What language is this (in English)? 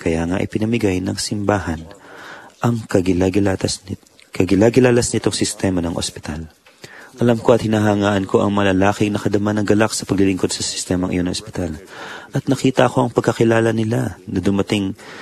Filipino